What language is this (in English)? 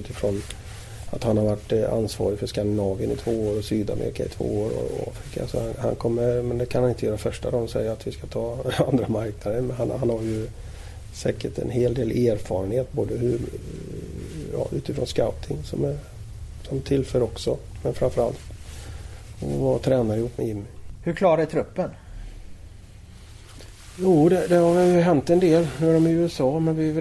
Swedish